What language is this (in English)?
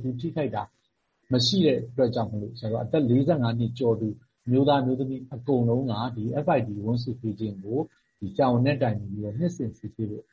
Burmese